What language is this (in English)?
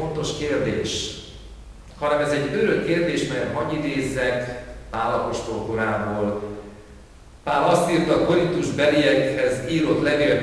Hungarian